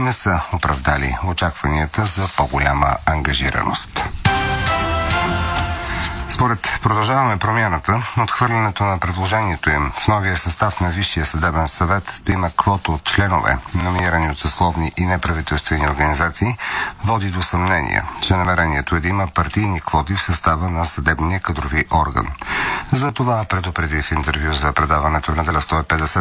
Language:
Bulgarian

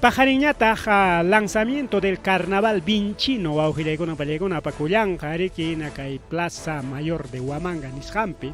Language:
Ayacucho Quechua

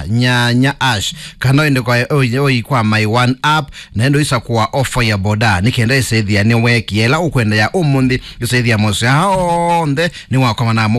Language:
Kamba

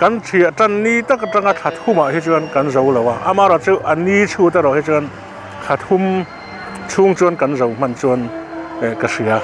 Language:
Mizo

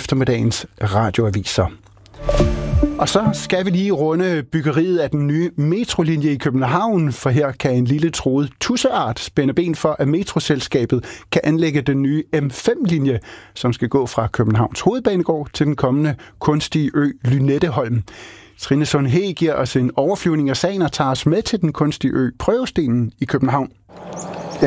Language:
Danish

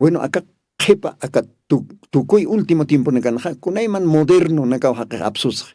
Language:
Aymara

